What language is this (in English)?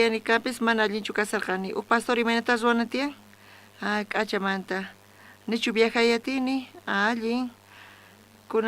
South Bolivian Quechua